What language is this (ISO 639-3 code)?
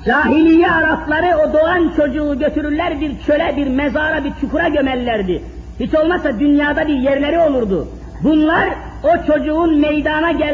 tur